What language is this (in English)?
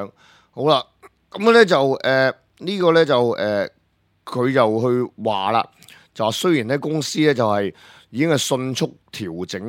Cantonese